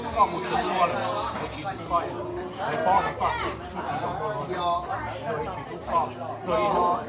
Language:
Vietnamese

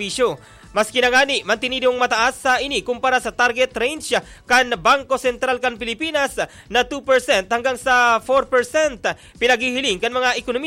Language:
Bikol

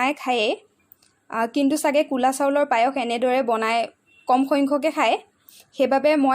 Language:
Assamese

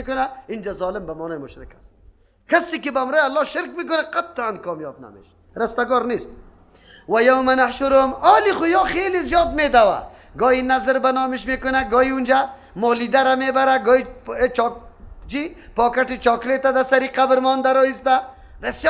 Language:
Persian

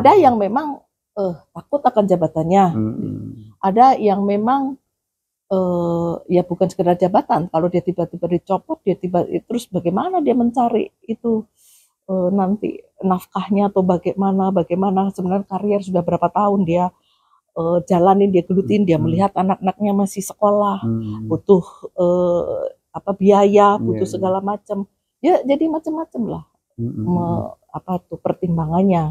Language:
Indonesian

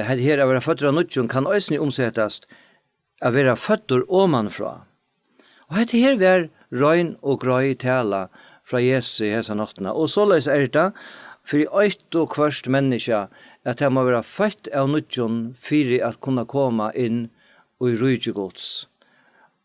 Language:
Faroese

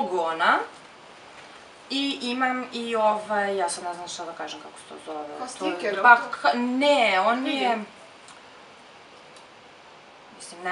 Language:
Serbian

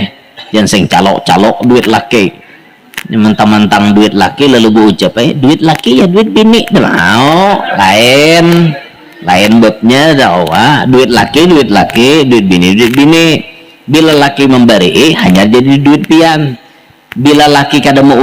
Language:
Banjar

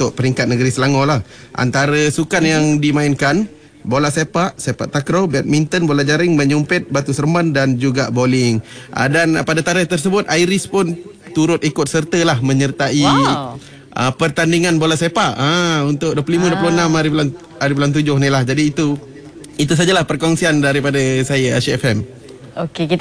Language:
Malay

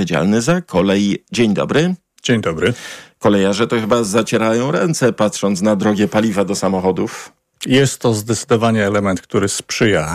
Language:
Polish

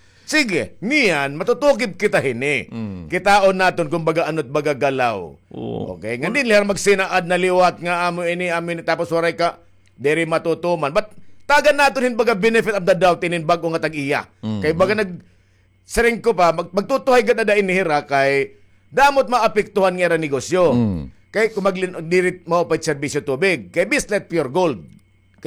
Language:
Waray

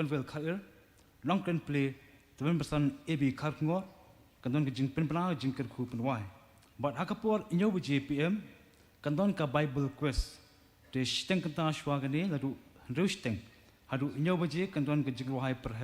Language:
Khasi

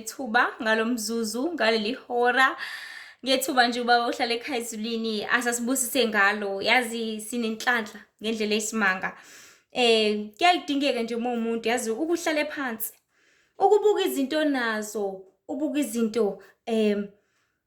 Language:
Zulu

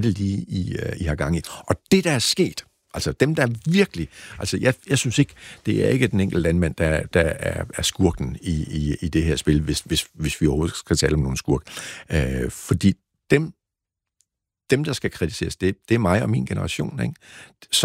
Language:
Danish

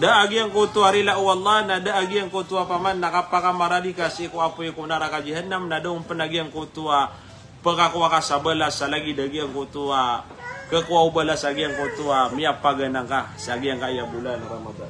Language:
Maranao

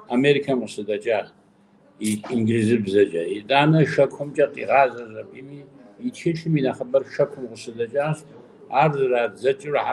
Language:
Kabardian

